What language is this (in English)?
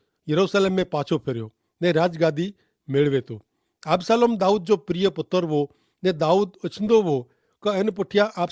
Kachhi